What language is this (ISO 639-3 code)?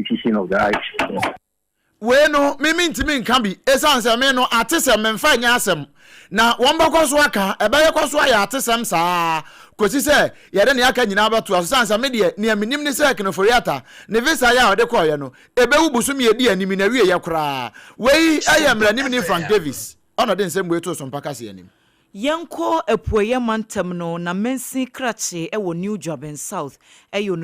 aka